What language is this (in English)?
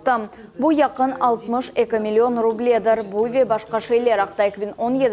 Crimean Tatar